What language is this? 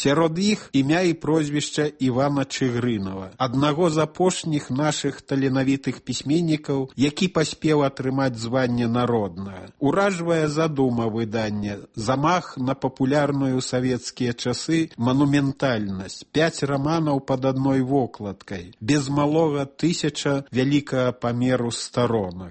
Belarusian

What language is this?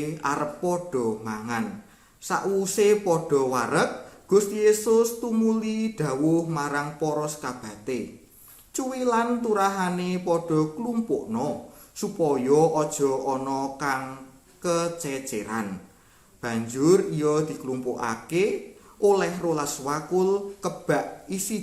Javanese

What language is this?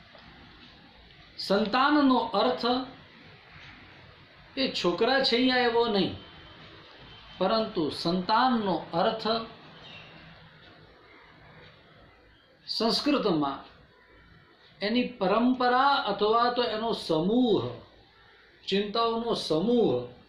Gujarati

